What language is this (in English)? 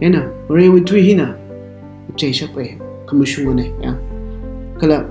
Tangkhul Naga (India)